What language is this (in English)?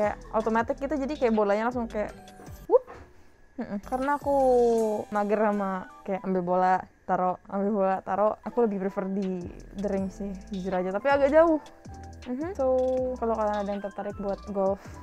Indonesian